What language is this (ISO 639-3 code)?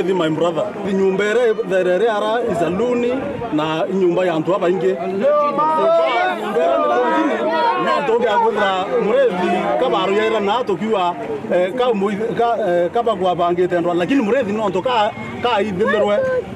mer